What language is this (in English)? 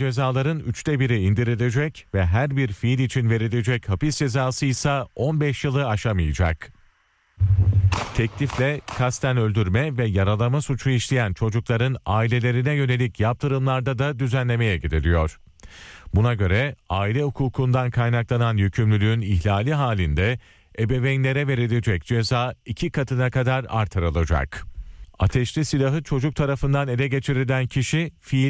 Turkish